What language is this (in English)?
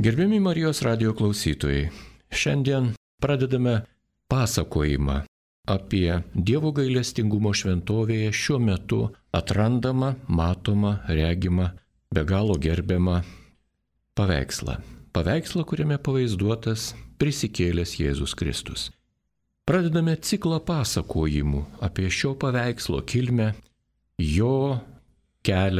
Lithuanian